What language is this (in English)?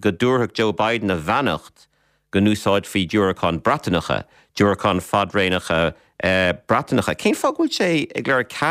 Irish